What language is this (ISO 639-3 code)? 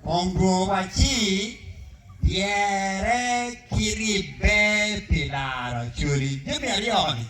ach